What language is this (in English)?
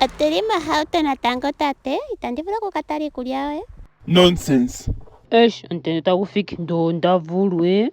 Ndonga